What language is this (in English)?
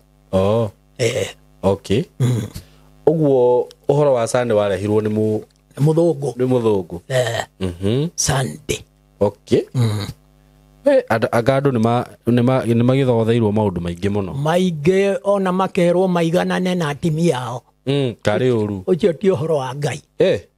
Kikuyu